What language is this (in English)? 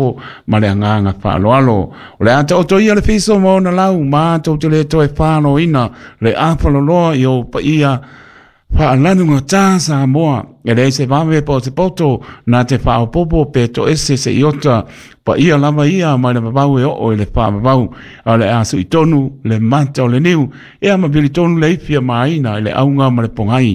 Samoan